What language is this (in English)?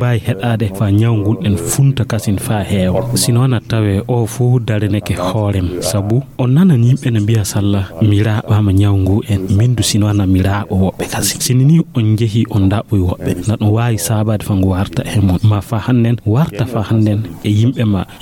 Fula